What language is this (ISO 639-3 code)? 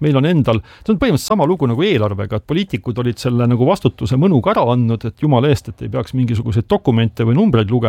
est